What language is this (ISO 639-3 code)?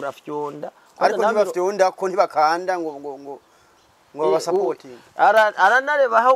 run